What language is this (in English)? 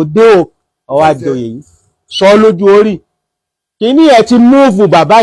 Yoruba